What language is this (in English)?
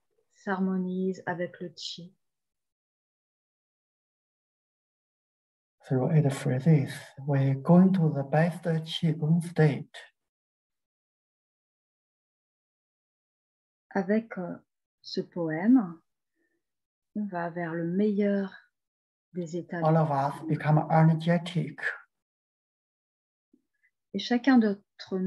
French